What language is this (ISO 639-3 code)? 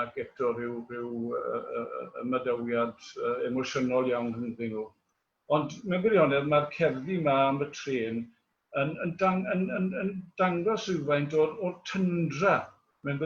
cym